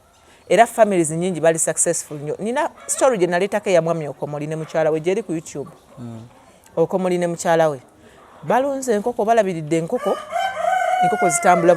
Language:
Ganda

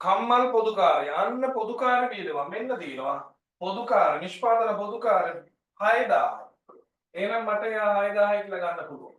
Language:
Sinhala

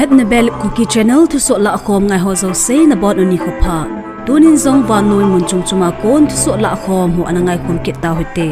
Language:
Thado Chin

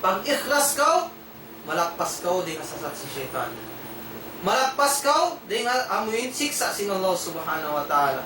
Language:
Tausug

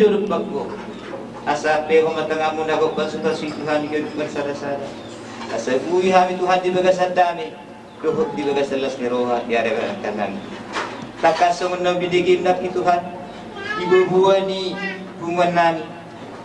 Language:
Batak Toba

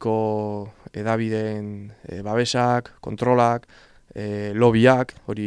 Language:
Basque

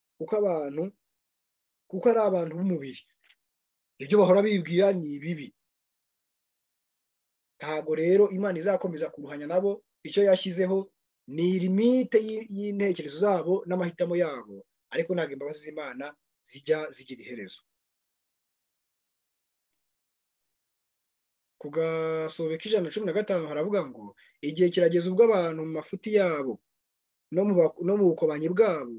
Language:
Kinyarwanda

